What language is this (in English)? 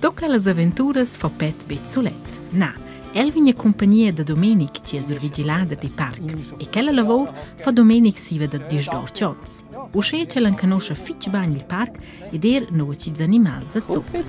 Romansh